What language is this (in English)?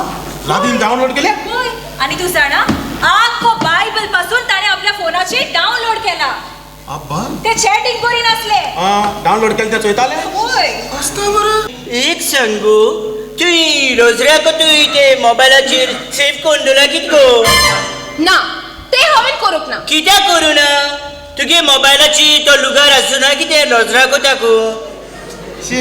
Konkani